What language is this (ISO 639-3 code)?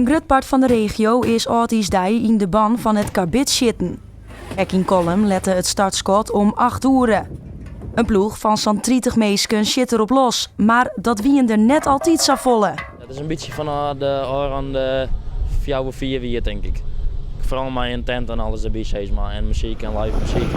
fry